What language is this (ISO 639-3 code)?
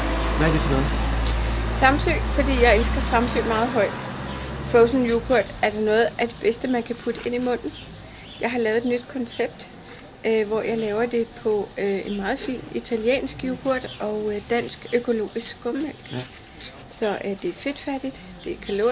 dan